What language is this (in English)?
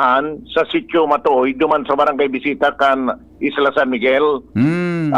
Bikol